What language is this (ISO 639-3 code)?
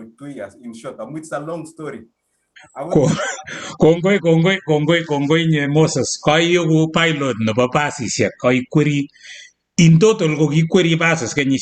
kln